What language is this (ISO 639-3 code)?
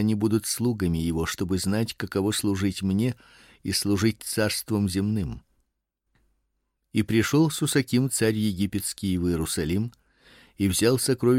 rus